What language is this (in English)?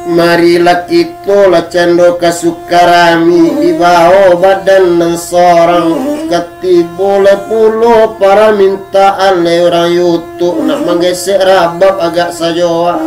Minangkabau